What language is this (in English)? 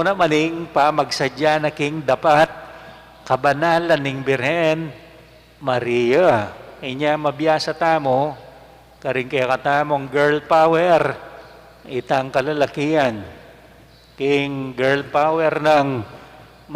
Pampanga